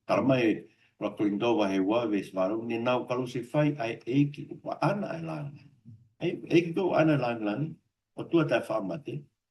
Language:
Tongan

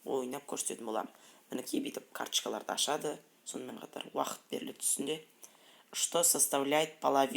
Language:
Kazakh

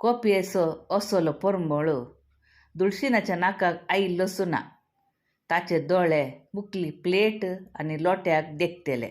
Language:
Konkani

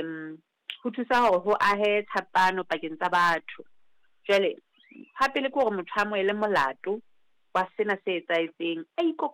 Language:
Southern Sotho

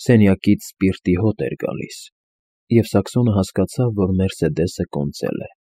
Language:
Armenian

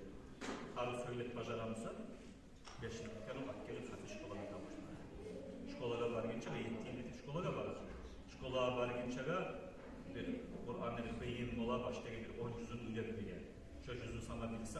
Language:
Kumyk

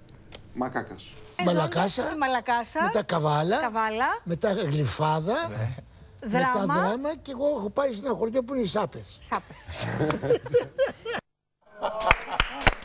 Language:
Greek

